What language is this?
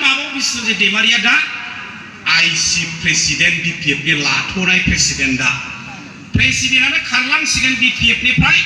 Bodo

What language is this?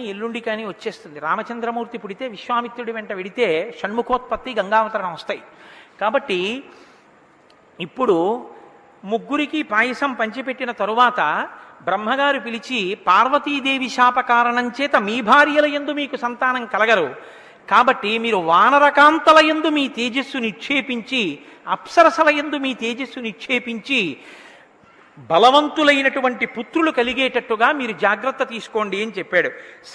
Telugu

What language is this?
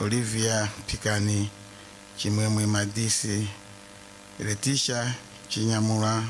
Nyanja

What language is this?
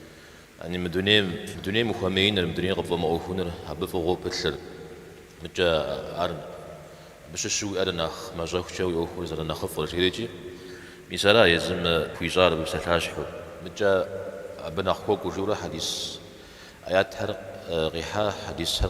Kabardian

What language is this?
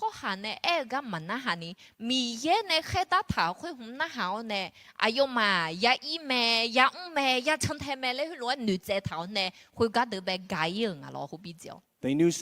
Akha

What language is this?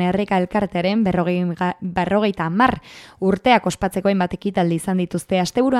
Basque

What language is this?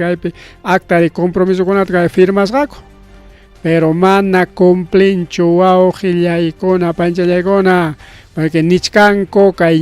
Ayacucho Quechua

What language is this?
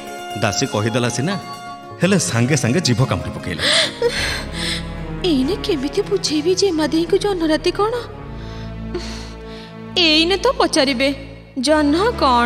Odia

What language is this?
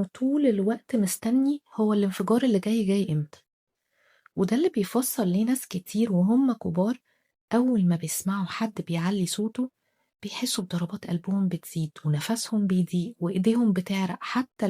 Egyptian Arabic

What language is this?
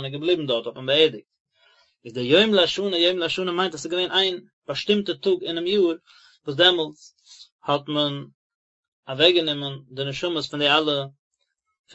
Yiddish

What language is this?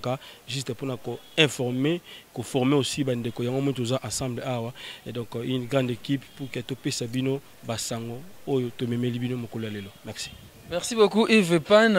Lingala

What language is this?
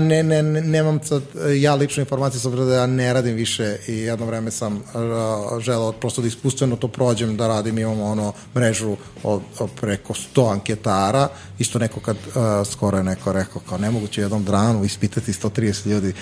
Serbian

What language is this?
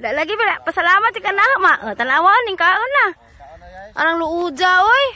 Cebuano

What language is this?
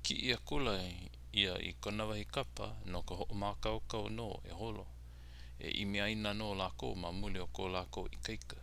Hawaiian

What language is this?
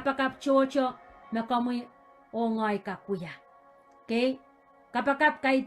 Pohnpeian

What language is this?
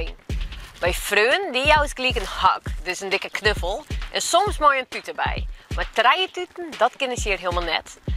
Western Frisian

